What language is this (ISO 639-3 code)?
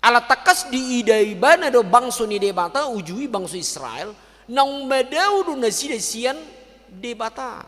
bbc